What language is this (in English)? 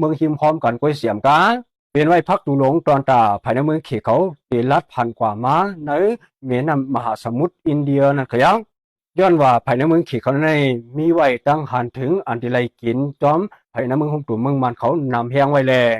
Shan